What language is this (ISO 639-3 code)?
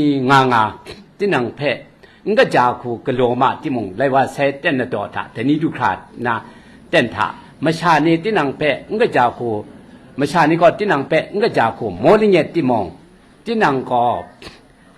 kac